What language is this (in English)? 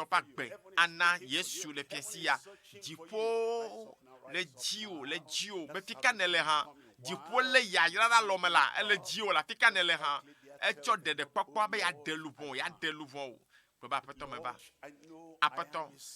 Ewe